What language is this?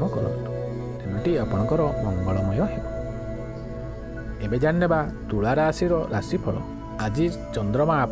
Odia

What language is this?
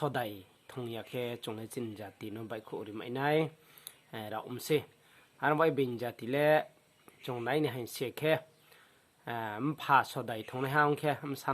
Riang (India)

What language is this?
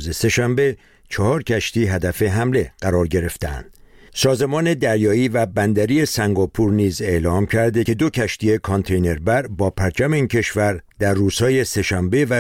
Persian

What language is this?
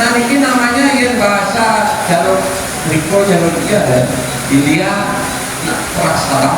Balinese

